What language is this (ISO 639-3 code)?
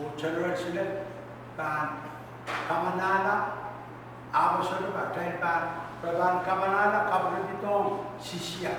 pon